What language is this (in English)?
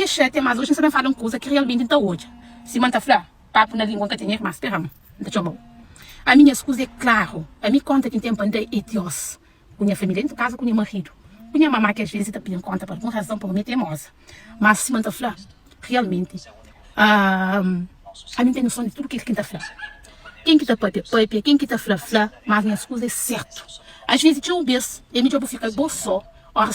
Kabuverdianu